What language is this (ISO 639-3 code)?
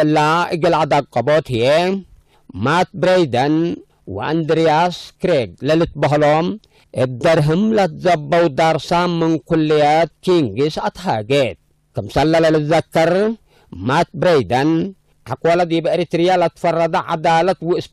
tig